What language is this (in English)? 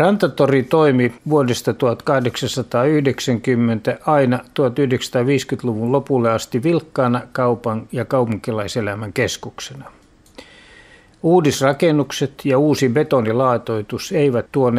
Finnish